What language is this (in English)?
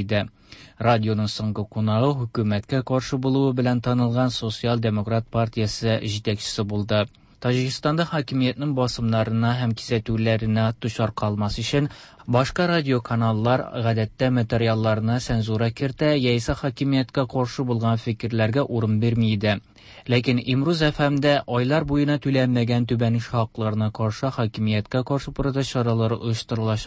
Tatar